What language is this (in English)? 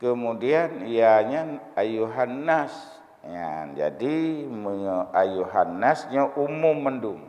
Achinese